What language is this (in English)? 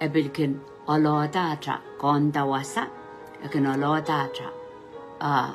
Pohnpeian